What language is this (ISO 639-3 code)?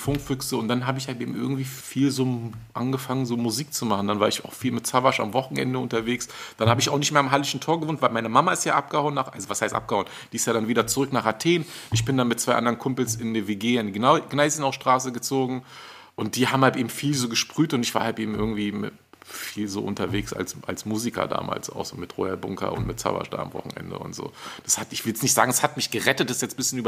deu